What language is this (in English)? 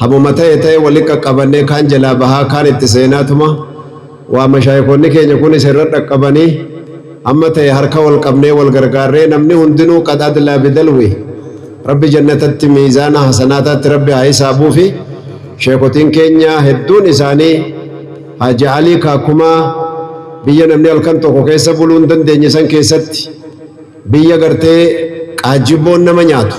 Oromo